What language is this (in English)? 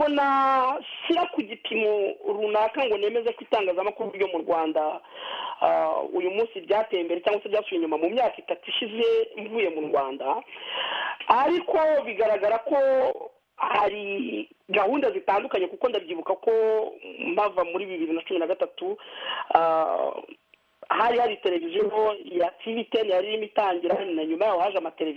Kinyarwanda